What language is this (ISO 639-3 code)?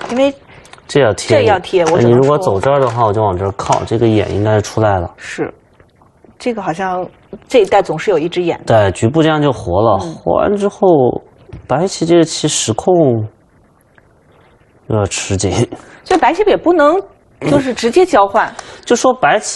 zho